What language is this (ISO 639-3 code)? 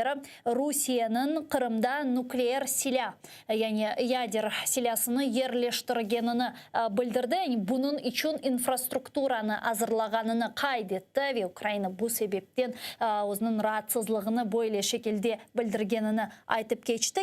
crh